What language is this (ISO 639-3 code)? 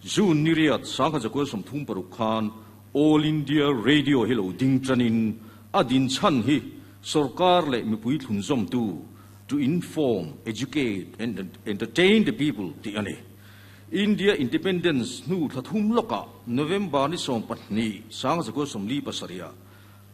lus